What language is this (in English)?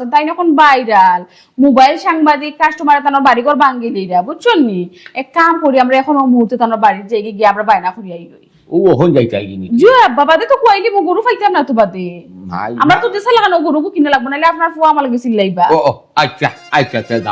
Sylheti